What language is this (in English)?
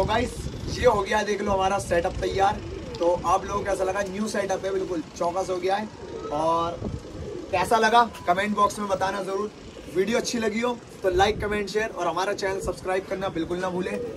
Hindi